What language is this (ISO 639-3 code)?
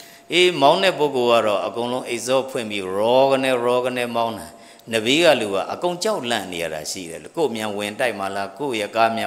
mya